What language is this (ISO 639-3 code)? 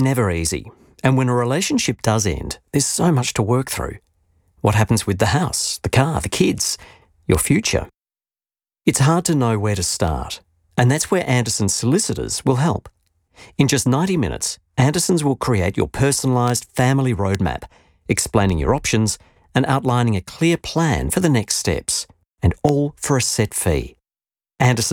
eng